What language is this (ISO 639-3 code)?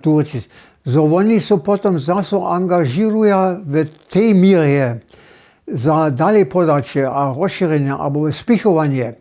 hsb